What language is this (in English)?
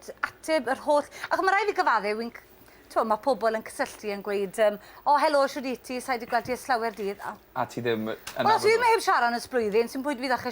Welsh